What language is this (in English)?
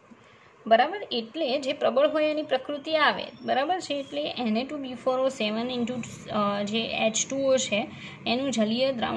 Gujarati